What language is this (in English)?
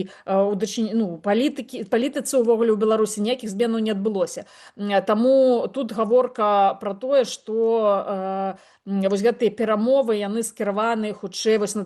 Belarusian